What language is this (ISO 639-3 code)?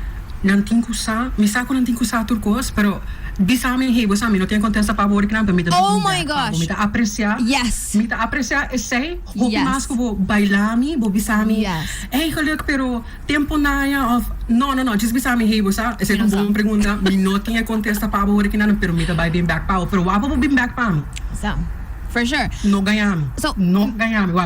pap